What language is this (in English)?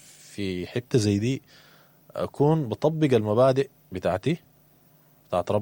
Sudanese Arabic